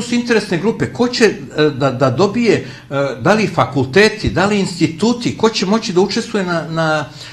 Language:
Serbian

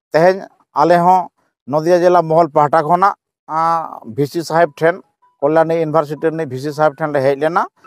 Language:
Santali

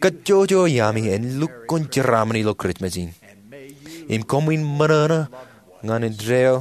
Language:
Marshallese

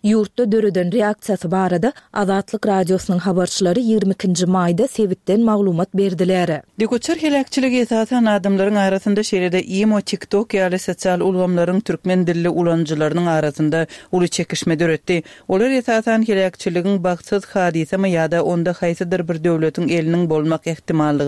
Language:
Turkmen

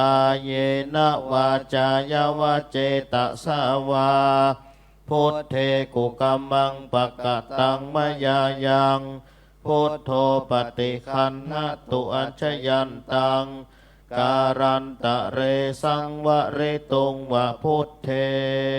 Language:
Pali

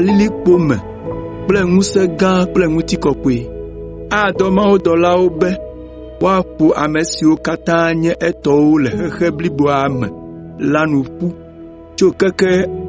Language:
Ewe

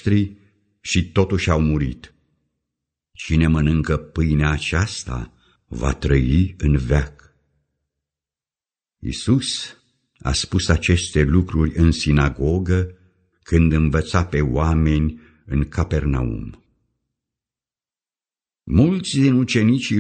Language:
Romanian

